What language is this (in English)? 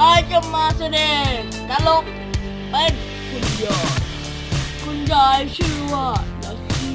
Lao